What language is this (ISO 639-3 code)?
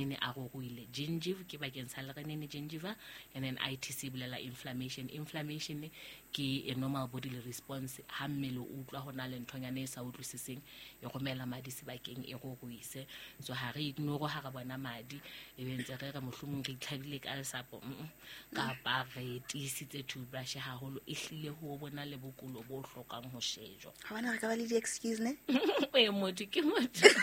sot